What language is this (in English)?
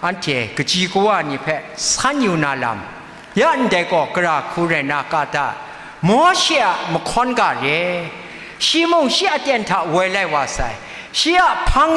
Kachin